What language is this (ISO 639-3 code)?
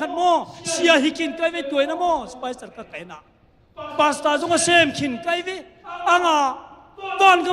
ctd